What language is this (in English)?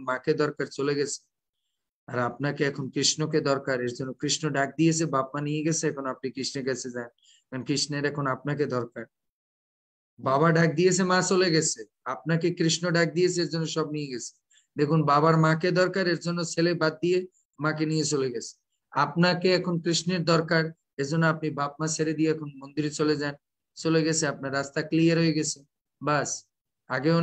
Bangla